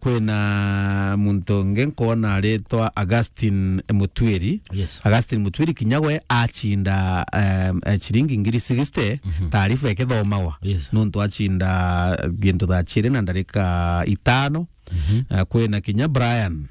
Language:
Meru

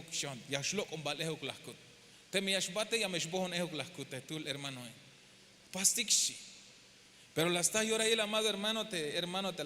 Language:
Tzeltal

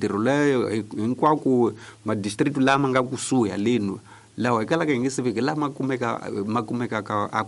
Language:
Tsonga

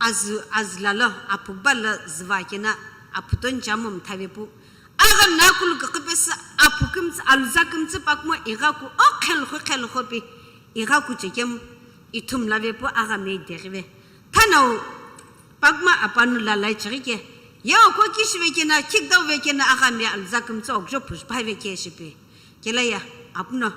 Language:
Sumi Naga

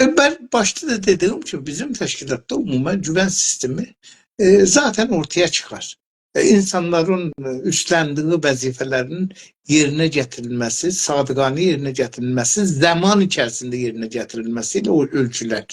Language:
South Azerbaijani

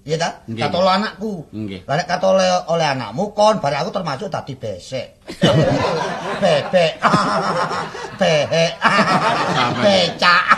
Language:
Javanese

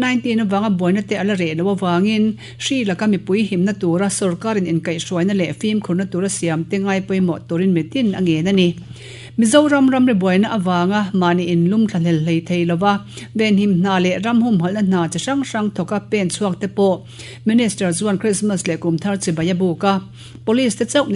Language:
Mizo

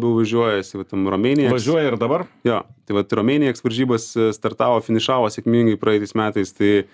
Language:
Lithuanian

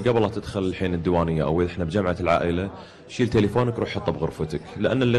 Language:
Gulf Arabic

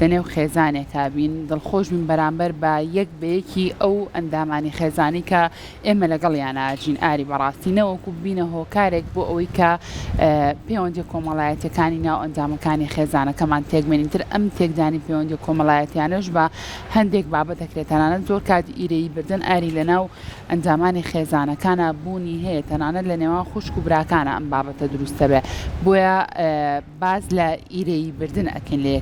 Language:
Central Kurdish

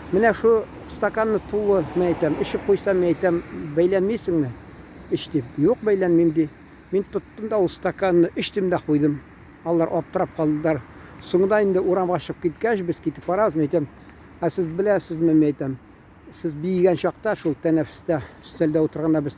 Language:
Tatar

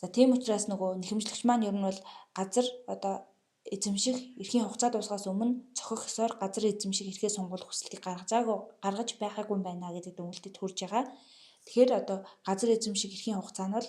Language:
Mongolian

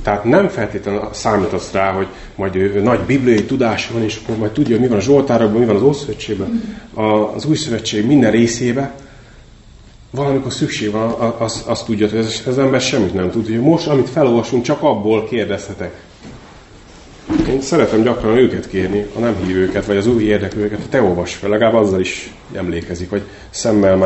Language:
Hungarian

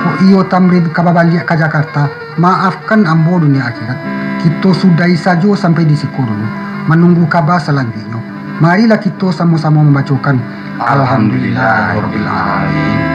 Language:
Minangkabau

